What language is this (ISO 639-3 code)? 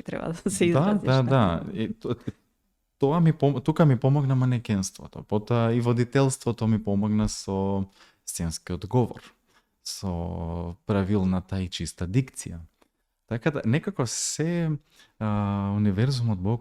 mkd